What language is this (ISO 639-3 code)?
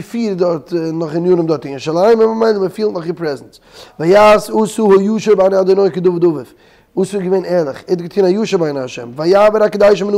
yid